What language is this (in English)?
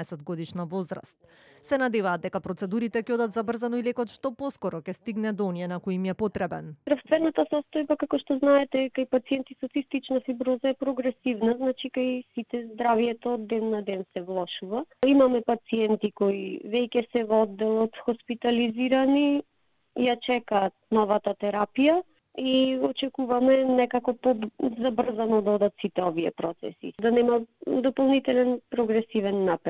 Macedonian